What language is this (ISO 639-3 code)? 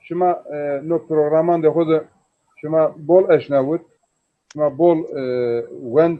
zza